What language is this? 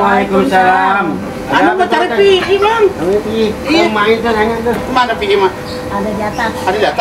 Betawi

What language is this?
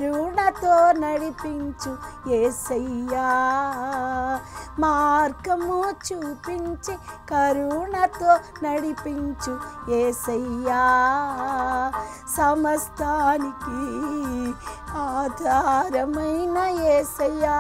Telugu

